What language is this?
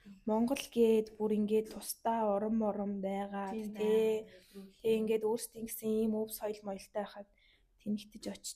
Mongolian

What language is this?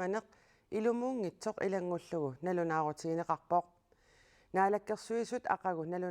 Kalaallisut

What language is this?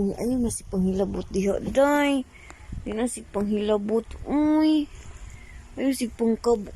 Cebuano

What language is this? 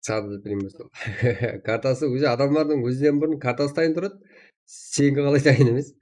Kara-Kalpak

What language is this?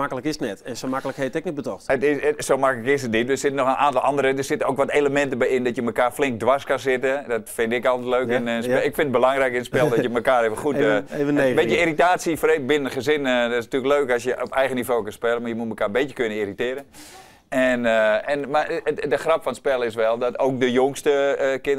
Western Frisian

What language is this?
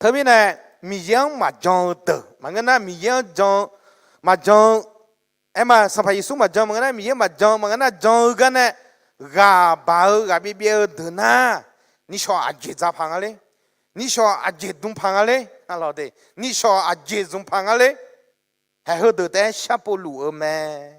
Akha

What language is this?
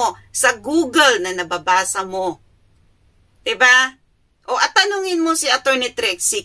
Filipino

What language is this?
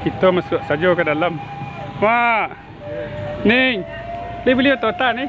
Minangkabau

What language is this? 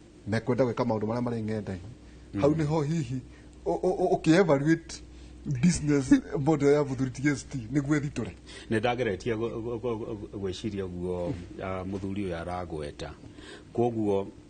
Kikuyu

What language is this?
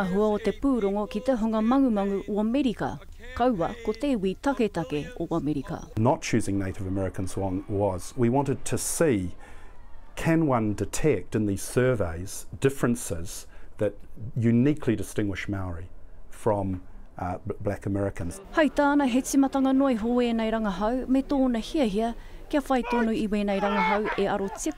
Māori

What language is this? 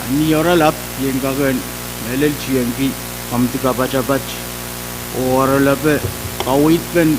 Pohnpeian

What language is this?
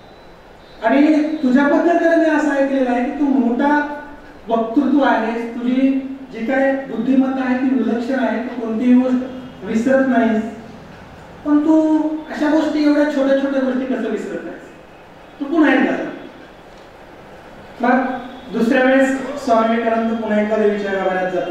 Marathi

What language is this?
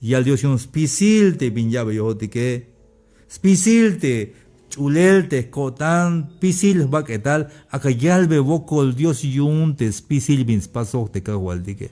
Tzeltal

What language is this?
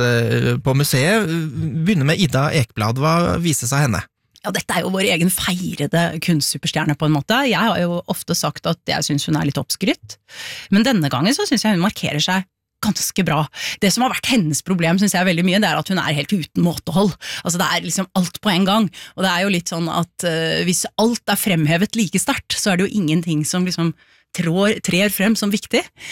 Norwegian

